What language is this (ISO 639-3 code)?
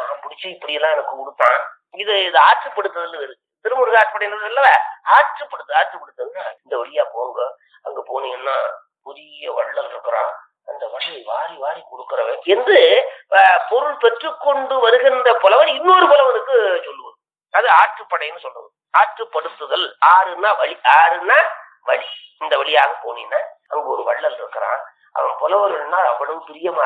tam